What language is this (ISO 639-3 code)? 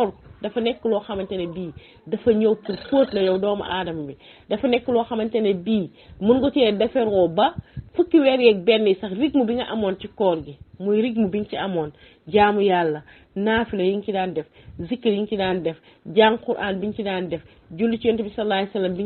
wol